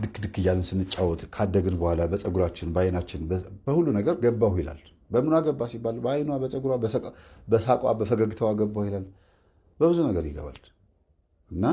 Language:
Amharic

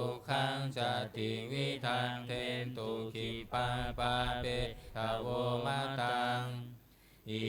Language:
Pali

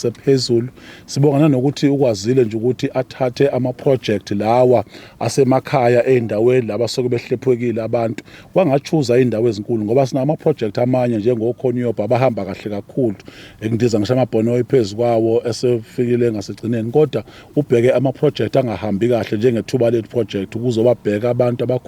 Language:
Zulu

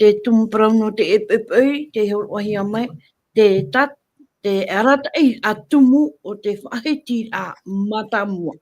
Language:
Tahitian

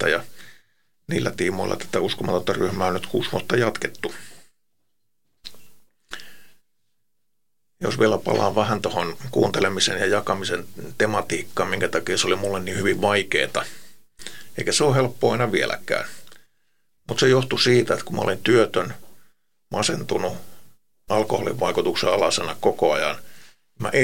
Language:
Finnish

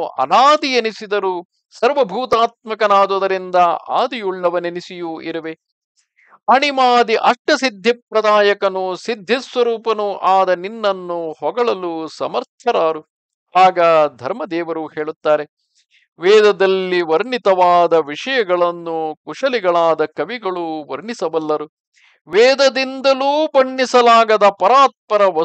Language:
Kannada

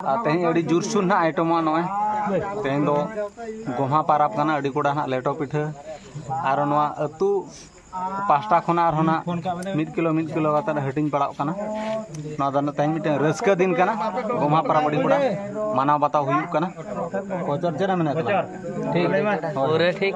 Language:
Santali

